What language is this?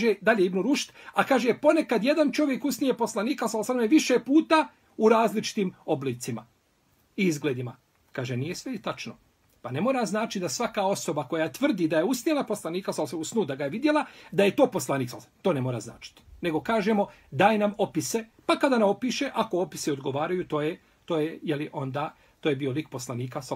Bosnian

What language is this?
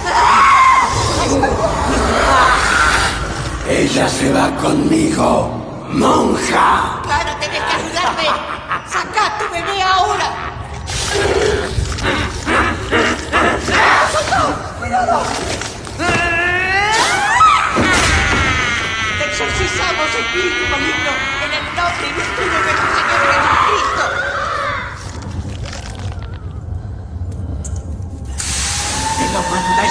Spanish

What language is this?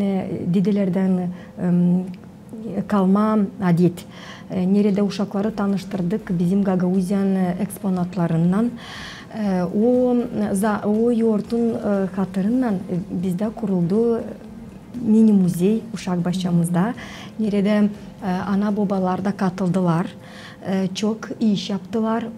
Gagauz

